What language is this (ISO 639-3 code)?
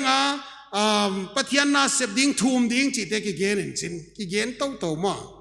pck